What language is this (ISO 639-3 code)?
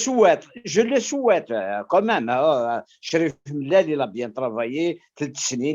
kab